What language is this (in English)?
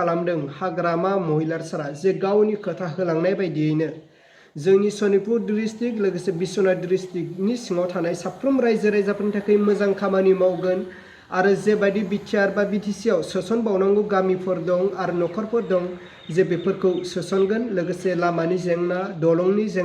Bodo